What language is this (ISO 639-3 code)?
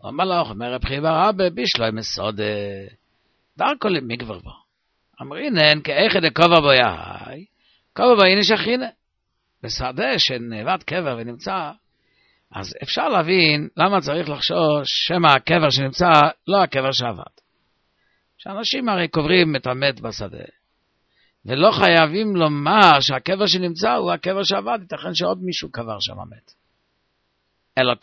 heb